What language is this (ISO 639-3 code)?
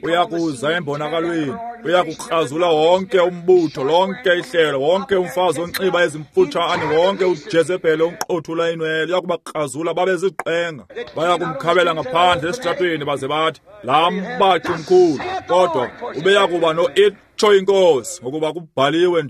xho